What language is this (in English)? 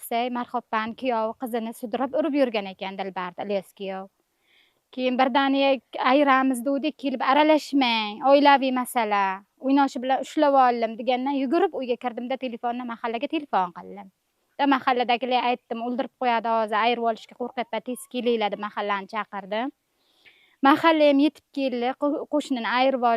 Uzbek